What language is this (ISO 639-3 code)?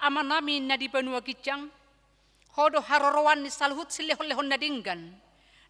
bbc